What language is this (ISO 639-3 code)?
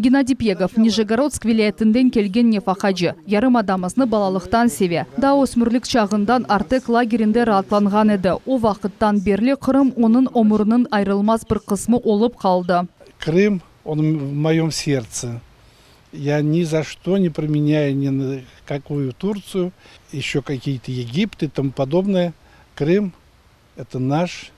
crh